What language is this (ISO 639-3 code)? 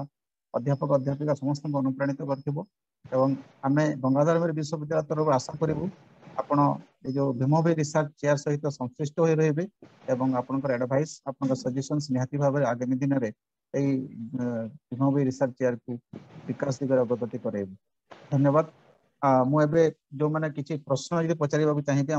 ori